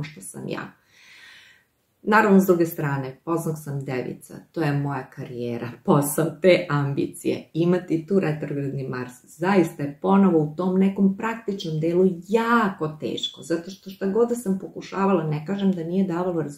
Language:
Serbian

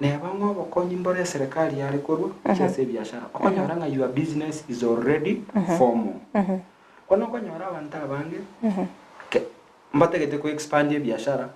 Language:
Gusii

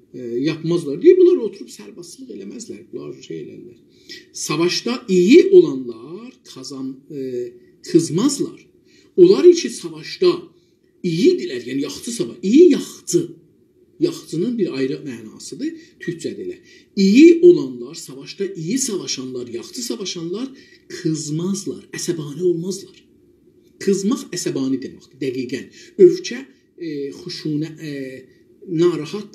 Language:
South Azerbaijani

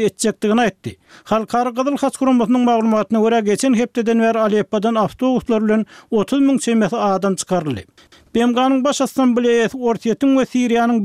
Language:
Turkmen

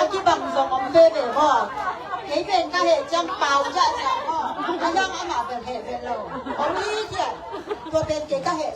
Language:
Tedim Chin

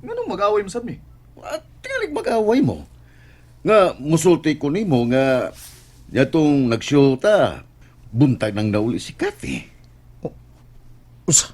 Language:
Cebuano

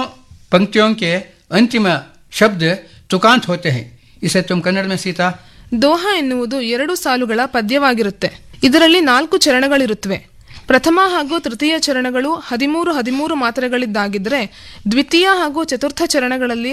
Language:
Kannada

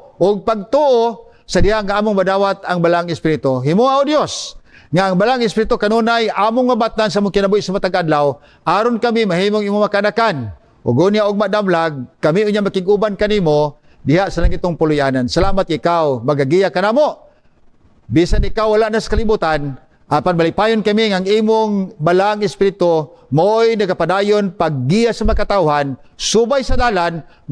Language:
Cebuano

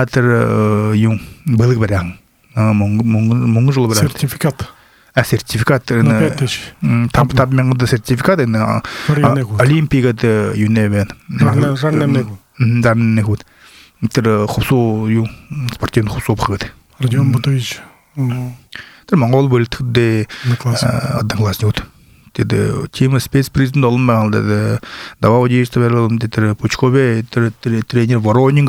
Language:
Buriat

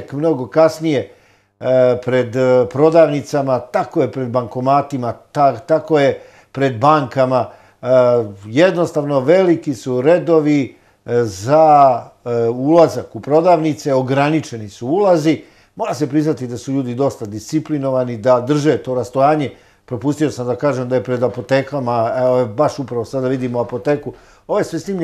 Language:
Serbian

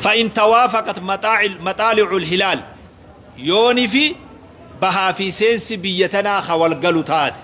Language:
Oromo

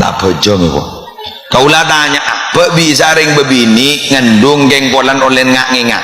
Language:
Madurese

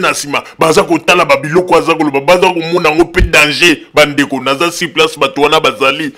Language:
Lingala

